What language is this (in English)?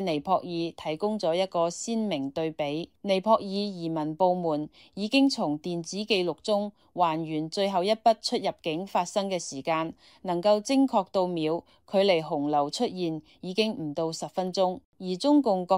Cantonese